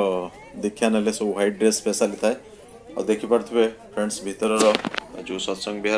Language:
Odia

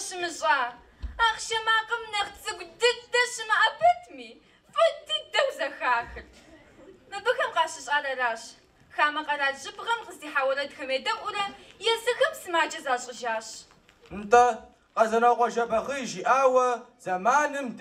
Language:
Kabardian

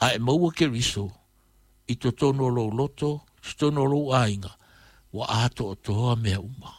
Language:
Samoan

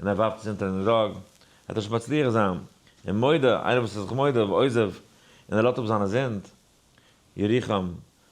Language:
Yiddish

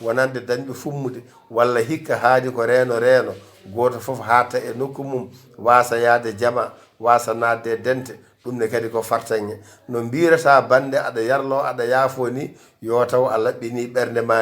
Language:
Fula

